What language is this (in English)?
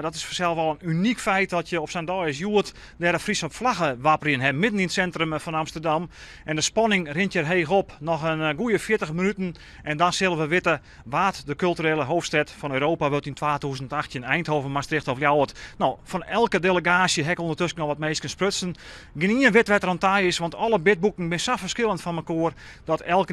Western Frisian